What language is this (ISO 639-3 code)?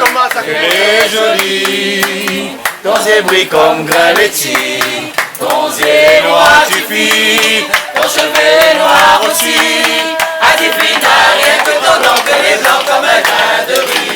rcf